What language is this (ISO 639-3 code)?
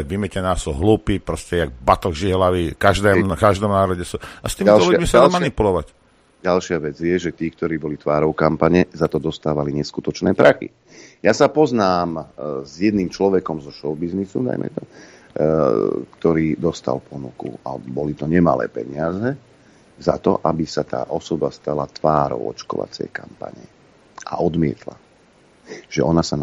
slk